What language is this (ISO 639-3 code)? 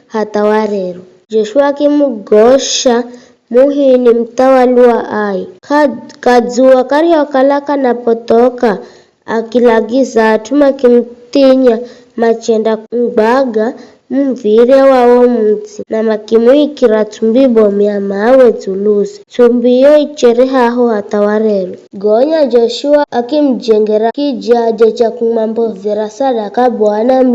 nyf